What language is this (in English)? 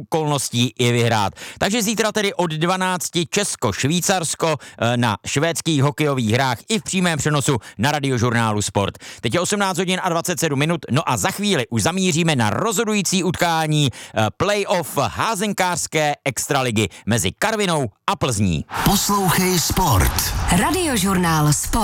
Czech